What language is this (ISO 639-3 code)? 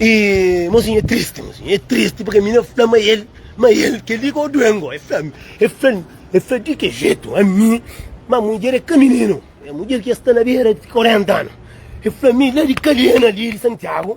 kea